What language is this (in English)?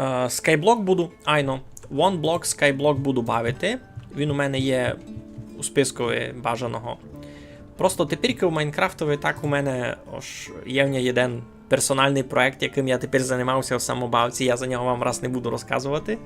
Rusyn